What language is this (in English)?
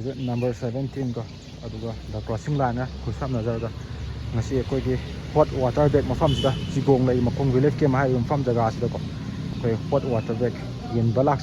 Manipuri